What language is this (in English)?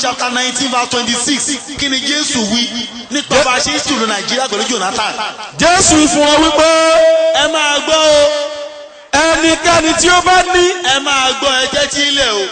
Yoruba